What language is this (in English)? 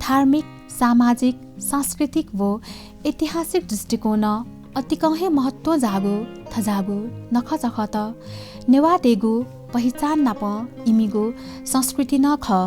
Newari